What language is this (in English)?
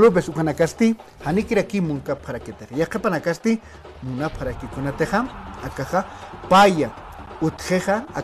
Aymara